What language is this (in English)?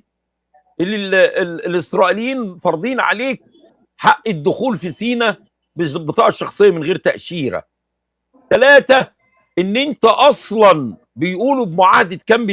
Egyptian Arabic